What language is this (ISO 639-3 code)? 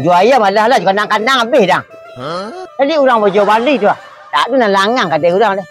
min